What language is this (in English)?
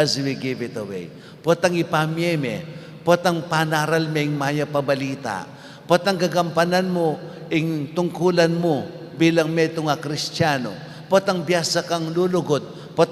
Pampanga